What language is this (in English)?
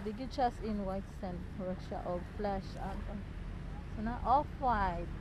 Cebuano